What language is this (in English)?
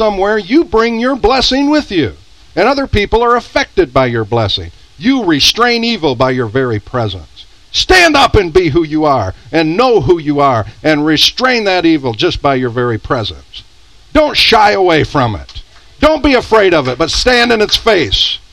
English